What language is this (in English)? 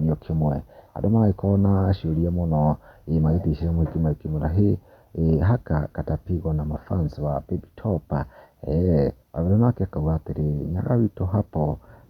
Kikuyu